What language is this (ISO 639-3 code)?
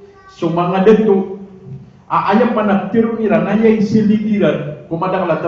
mrw